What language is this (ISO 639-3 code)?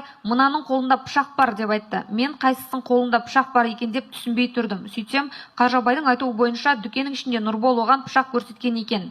kaz